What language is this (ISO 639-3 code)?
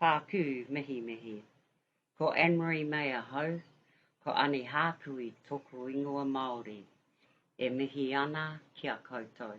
mri